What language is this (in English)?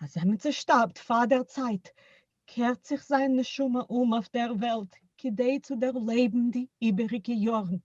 Yiddish